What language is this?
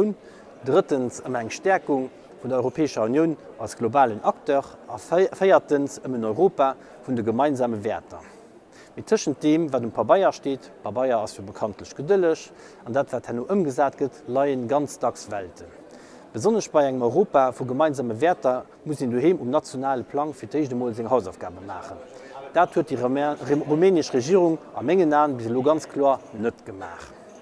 Luxembourgish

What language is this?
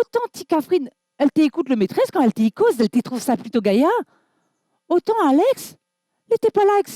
Réunion Creole French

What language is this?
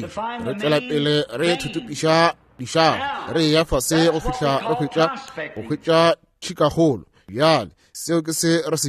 Northern Sotho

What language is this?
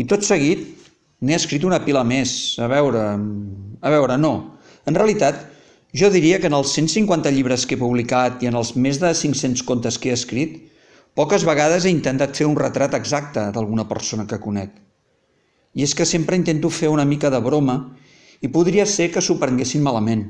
Catalan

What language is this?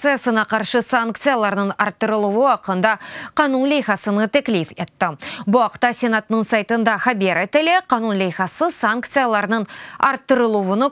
Crimean Tatar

